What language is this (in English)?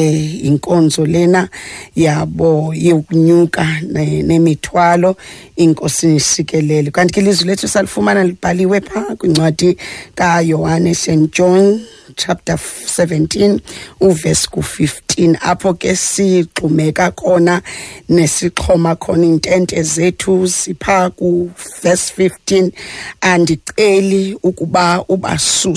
Xhosa